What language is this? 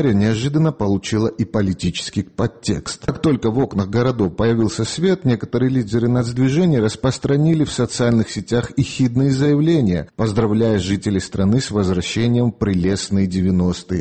Russian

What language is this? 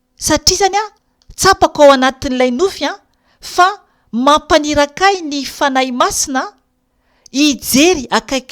Malagasy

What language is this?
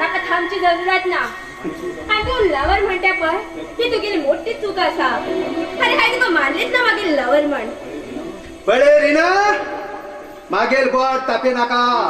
Konkani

